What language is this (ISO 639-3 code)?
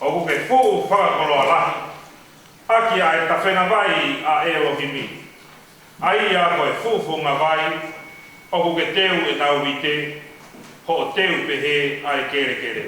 ton